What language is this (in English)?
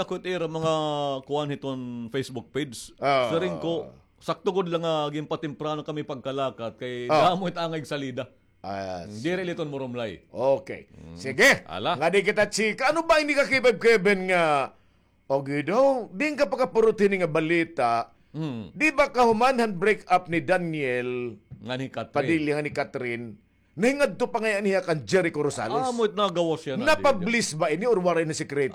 Waray